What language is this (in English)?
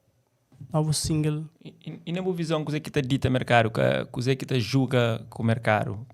Kabuverdianu